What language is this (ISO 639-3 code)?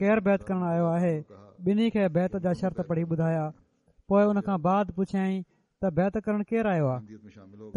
snd